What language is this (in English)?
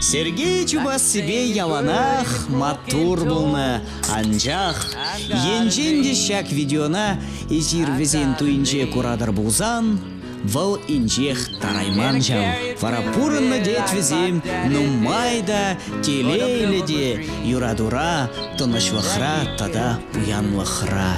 Chuvash